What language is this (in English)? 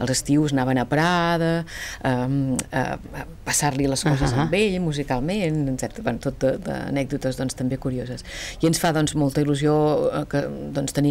Catalan